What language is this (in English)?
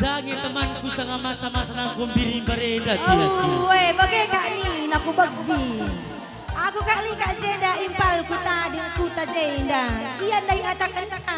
Batak Karo